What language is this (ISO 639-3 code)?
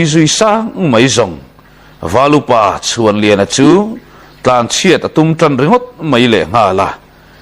lus